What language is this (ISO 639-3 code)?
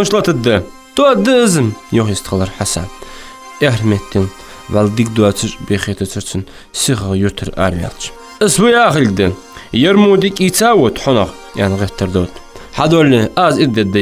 inh